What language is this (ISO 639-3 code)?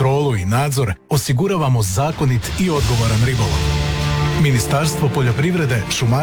hrv